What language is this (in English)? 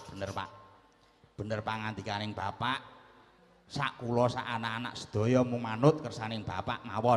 Javanese